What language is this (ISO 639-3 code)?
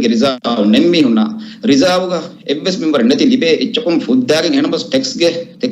div